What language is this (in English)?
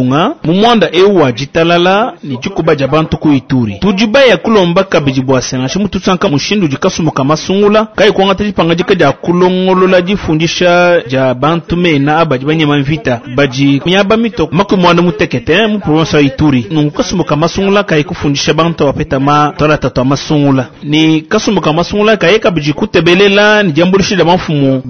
Luba-Lulua